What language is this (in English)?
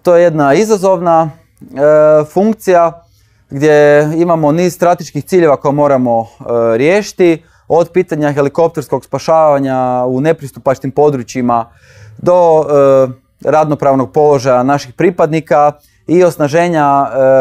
Croatian